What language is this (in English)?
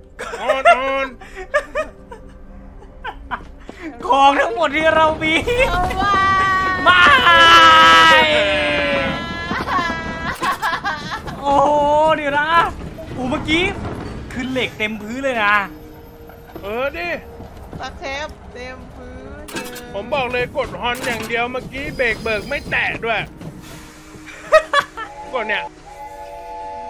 Thai